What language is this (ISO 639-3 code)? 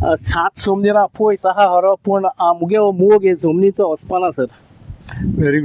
kok